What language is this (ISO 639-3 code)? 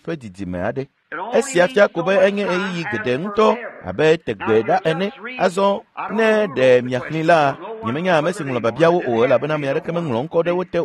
ewe